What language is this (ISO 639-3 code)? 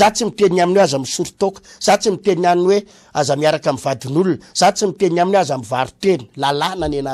mlg